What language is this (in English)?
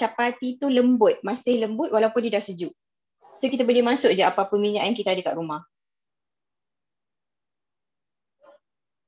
Malay